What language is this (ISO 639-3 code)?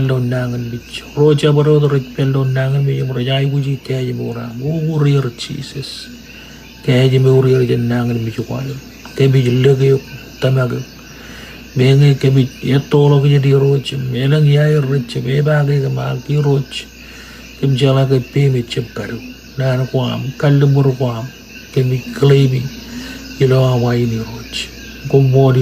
mah